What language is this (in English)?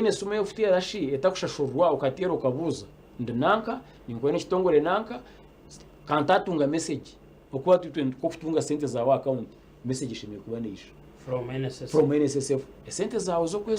Nyankole